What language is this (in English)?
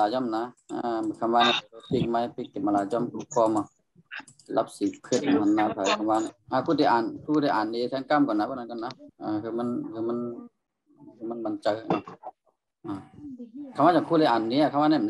Shan